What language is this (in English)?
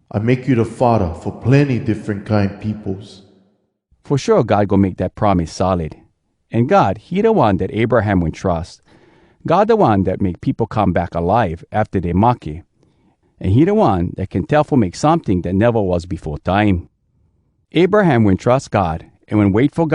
Hawai'i Creole English